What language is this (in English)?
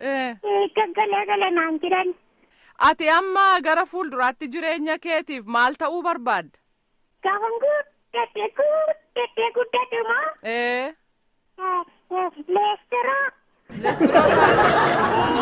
Oromo